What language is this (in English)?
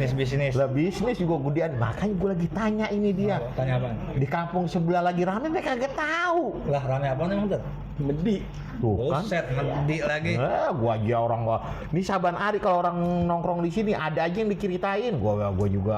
Betawi